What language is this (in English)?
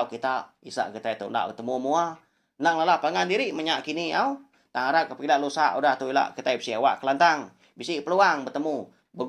Iban